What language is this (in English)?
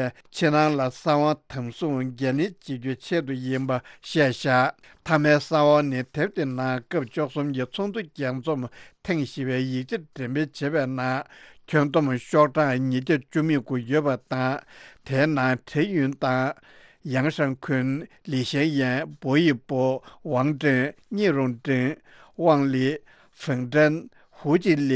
Tibetan